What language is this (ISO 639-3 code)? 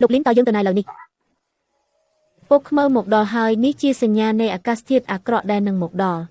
khm